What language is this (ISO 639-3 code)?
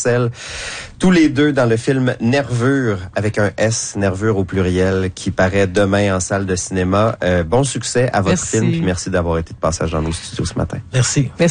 fra